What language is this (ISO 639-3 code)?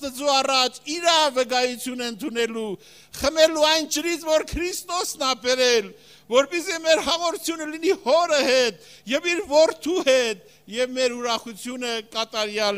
hye